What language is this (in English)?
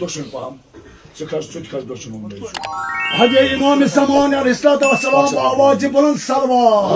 Kashmiri